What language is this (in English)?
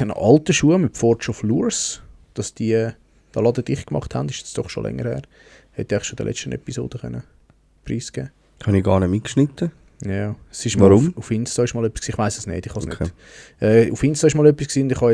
Swiss German